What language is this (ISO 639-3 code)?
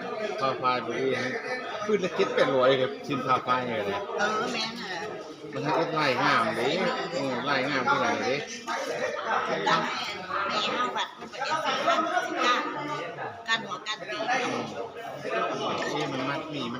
lao